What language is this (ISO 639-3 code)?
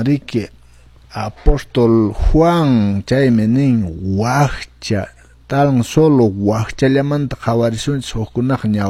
que